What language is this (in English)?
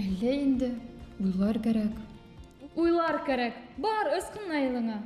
Bashkir